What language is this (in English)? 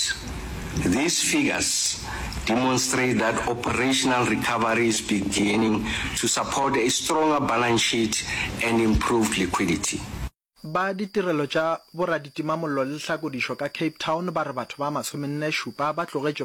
Northern Sotho